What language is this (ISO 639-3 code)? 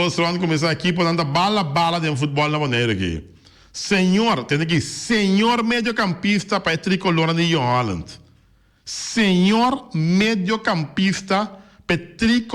pap